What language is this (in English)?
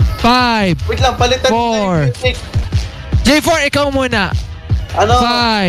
Filipino